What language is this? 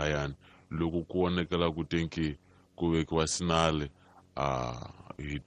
Tsonga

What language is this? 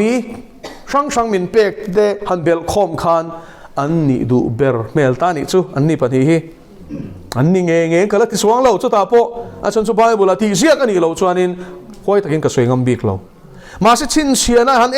Mizo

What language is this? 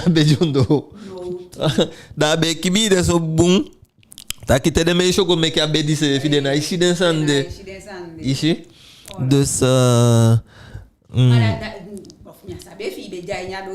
Eastern Maroon Creole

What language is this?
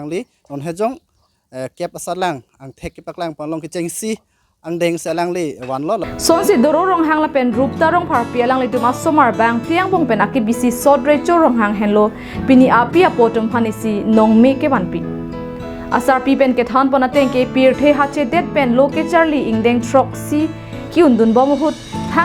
Karbi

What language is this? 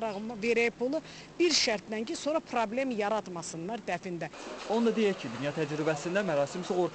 Azerbaijani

